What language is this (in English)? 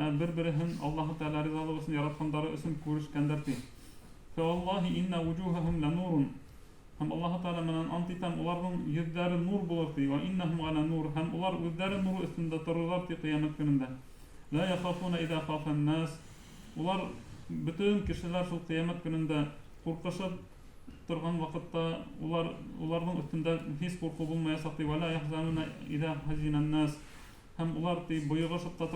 Bashkir